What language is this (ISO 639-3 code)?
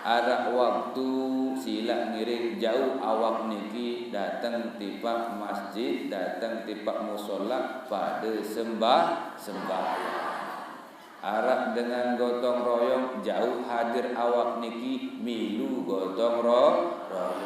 sas